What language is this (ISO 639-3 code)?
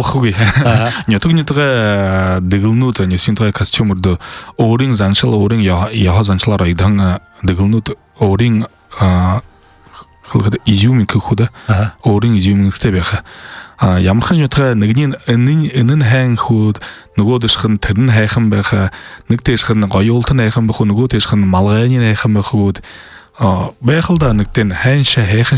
bua